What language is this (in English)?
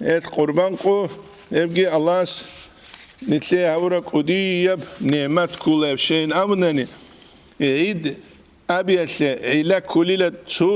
Avaric